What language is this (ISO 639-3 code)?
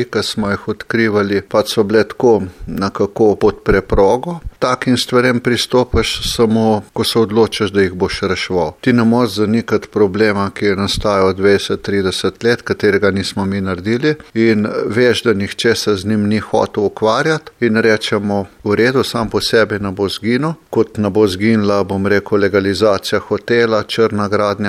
slv